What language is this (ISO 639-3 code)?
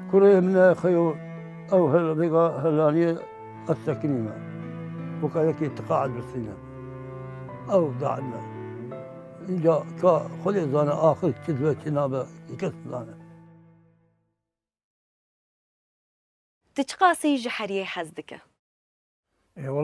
kur